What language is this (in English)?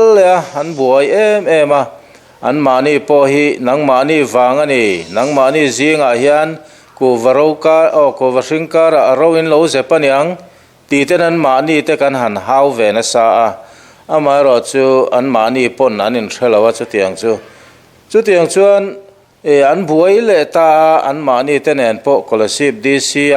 Mizo